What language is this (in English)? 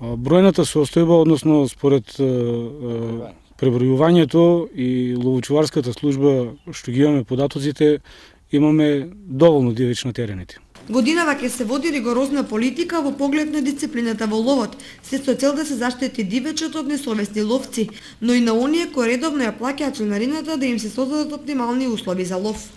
Macedonian